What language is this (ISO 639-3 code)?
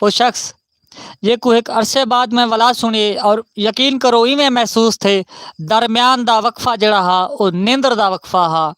skr